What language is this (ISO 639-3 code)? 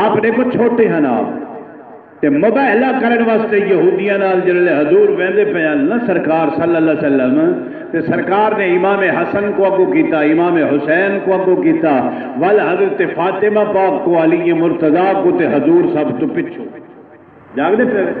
skr